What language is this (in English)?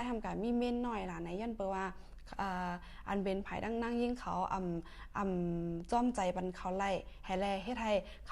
Shan